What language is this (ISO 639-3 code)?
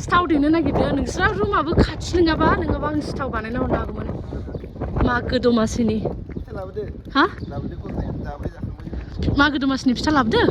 brx